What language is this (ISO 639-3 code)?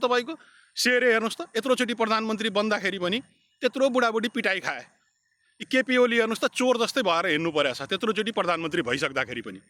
nep